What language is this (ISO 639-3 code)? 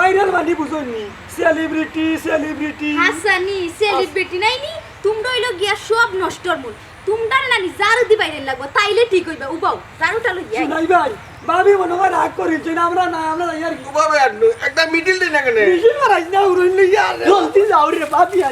syl